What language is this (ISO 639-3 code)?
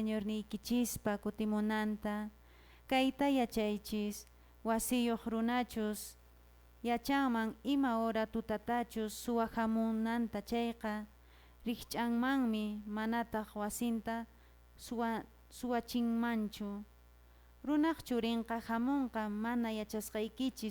que